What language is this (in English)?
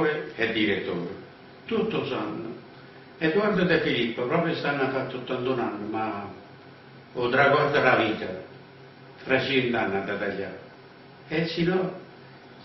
Neapolitan